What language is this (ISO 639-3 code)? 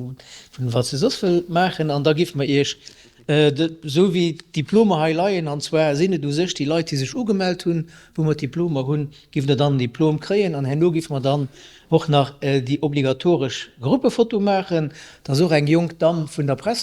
ltz